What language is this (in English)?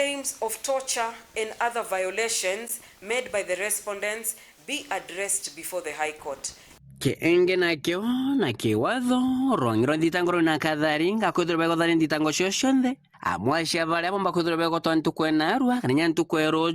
Meru